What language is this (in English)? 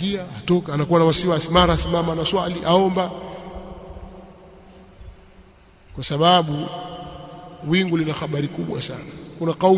Swahili